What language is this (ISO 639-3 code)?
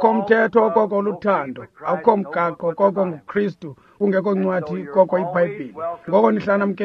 xho